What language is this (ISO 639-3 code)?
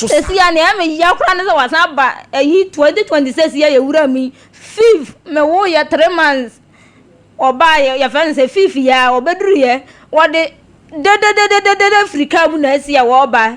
aka